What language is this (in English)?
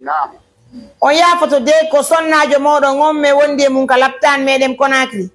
Fula